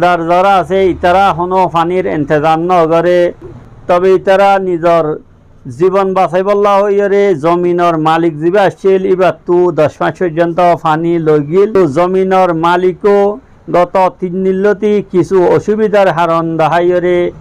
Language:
Rohingya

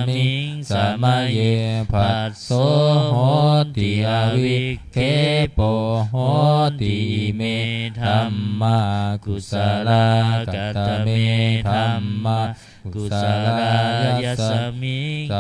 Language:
Pali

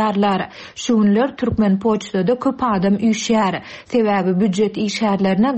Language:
Turkmen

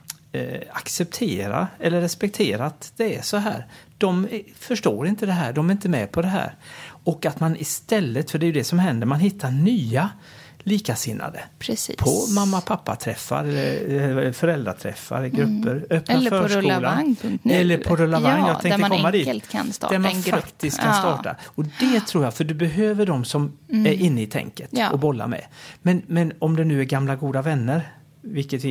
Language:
Swedish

